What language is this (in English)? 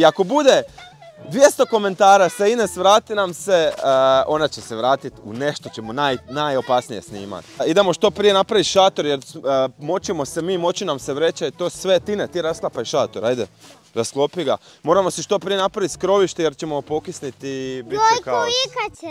Croatian